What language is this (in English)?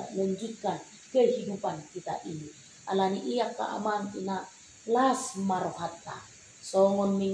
Batak Toba